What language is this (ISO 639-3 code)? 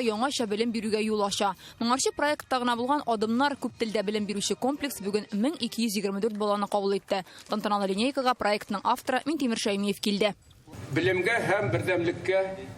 tat